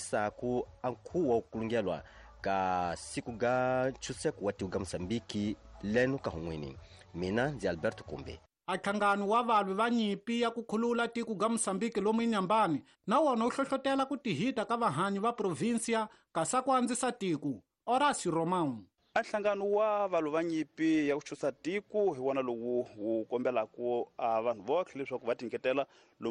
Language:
Tsonga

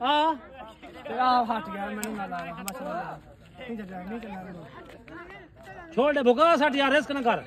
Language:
Saraiki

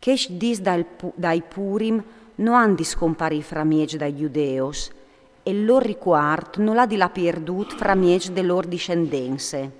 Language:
Friulian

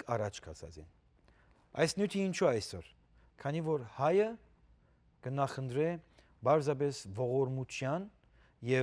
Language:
Western Armenian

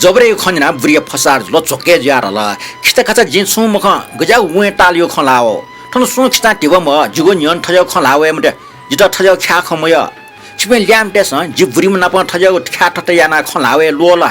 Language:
Newari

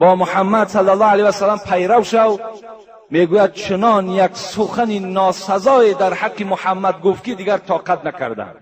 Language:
Tajik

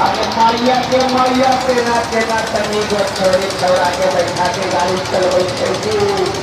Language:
Maithili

